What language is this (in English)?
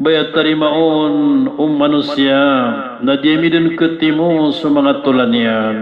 Maranao